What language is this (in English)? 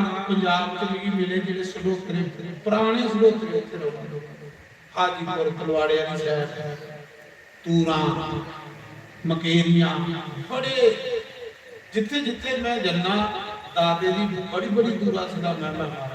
Dogri